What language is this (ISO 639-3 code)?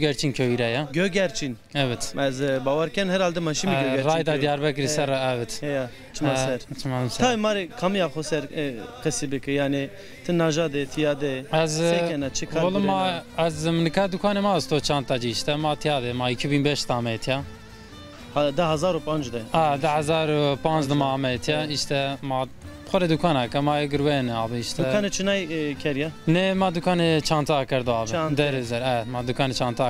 zza